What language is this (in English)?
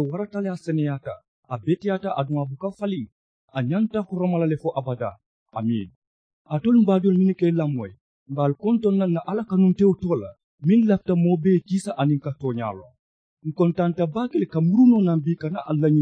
Mandingo